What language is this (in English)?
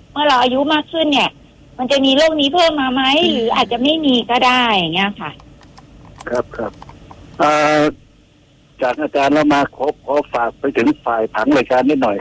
Thai